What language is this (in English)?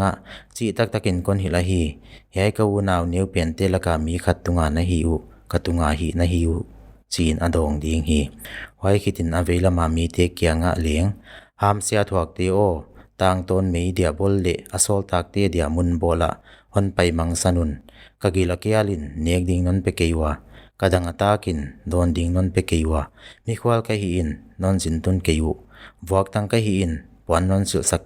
Paite Chin